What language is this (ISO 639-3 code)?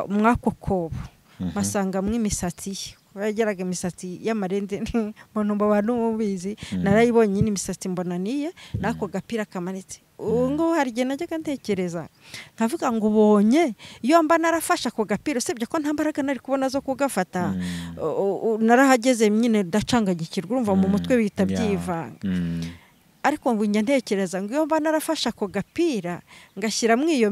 kin